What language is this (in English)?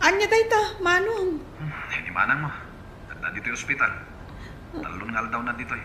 Iloko